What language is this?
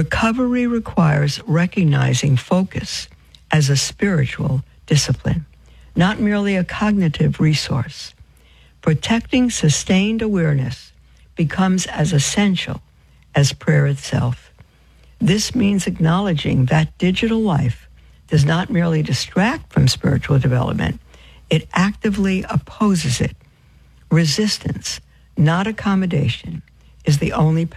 English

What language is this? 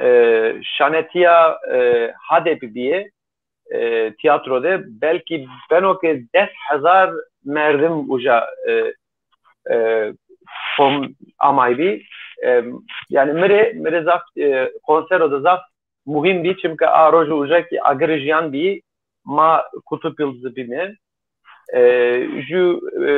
Zaza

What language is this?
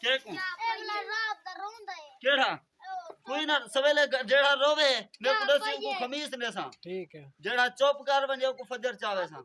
Saraiki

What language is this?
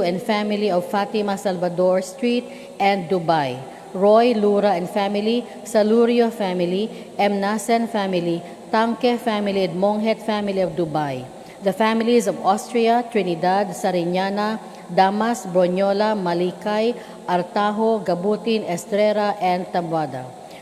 Cebuano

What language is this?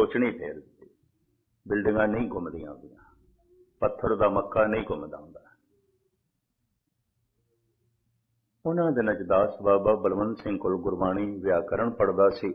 Punjabi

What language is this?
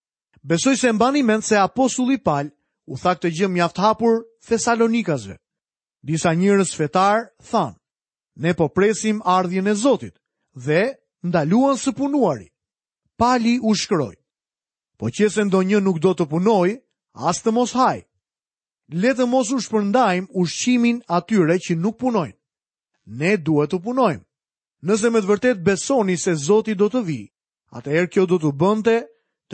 Albanian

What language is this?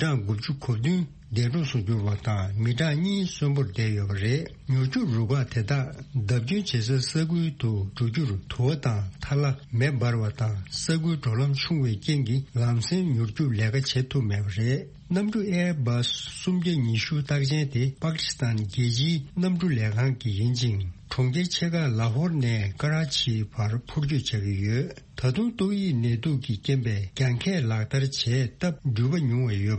Tibetan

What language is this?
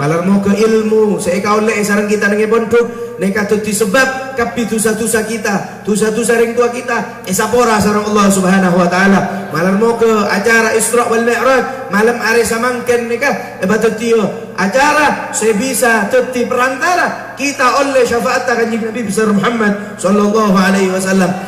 Madurese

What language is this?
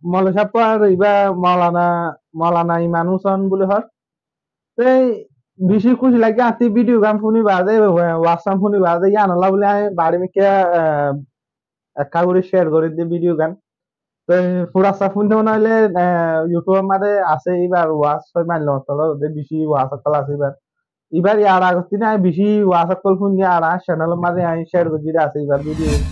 Rohingya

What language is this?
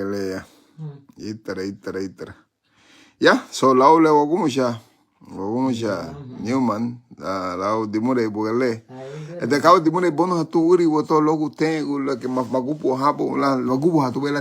Garifuna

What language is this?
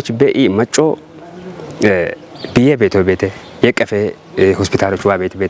Kafa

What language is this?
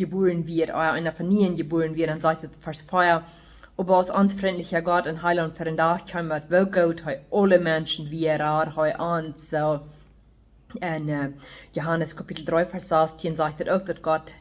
Plautdietsch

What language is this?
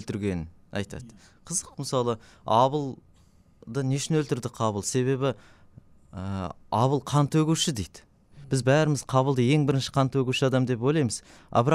Kazakh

